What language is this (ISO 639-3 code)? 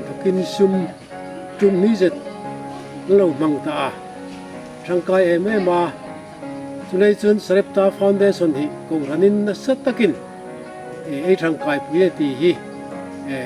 hmr